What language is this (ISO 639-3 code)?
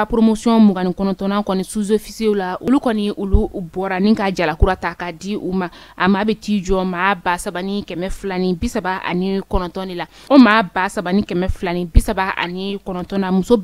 bam